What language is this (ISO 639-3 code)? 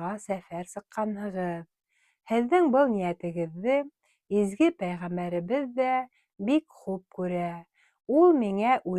bak